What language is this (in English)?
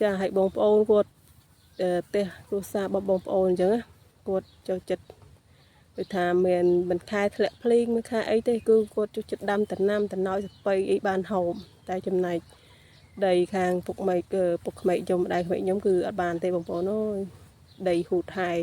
Khmer